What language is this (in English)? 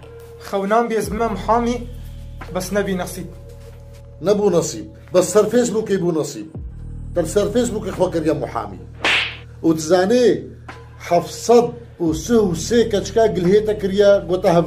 Kurdish